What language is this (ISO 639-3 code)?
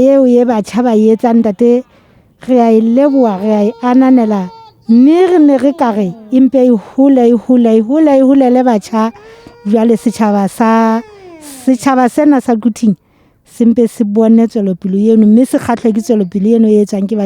sot